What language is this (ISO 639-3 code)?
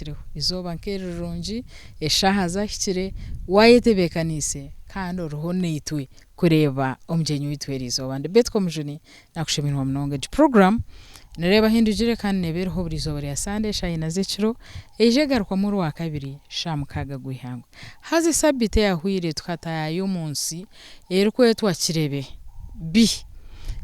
nyn